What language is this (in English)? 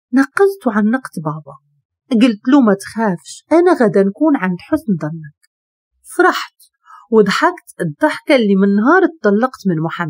Moroccan Arabic